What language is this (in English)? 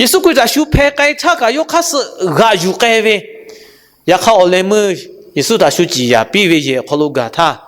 Lahu